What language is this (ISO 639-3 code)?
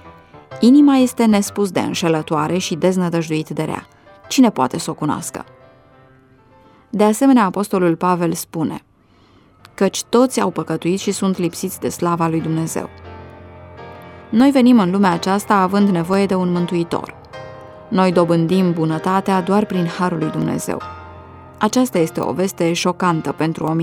ron